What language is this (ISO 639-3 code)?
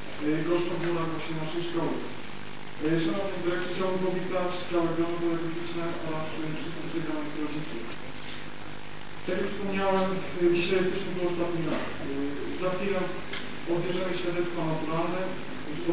pol